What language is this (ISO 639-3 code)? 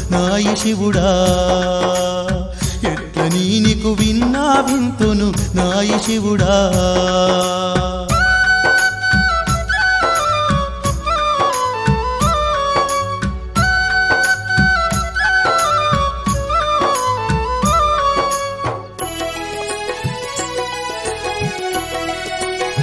tel